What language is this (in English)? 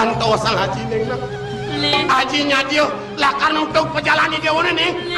Balinese